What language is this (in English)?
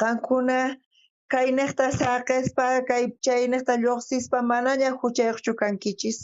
South Bolivian Quechua